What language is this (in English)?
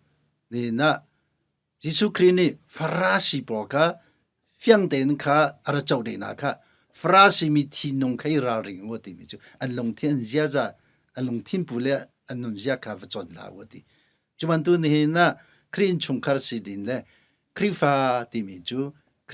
Hakha Chin